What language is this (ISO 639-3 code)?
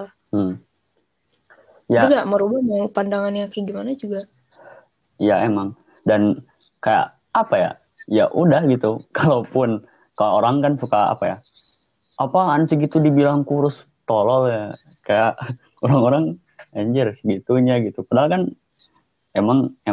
ind